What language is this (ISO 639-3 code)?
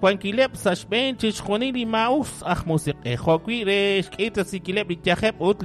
kek